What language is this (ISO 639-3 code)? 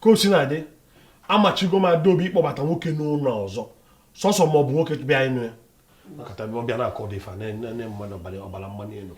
ibo